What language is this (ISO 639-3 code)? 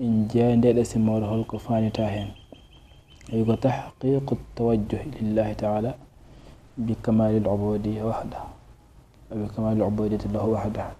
ful